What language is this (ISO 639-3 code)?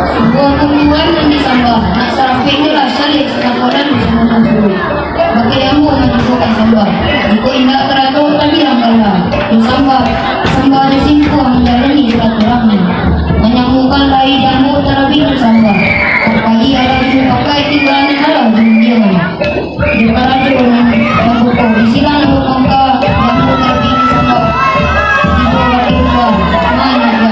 min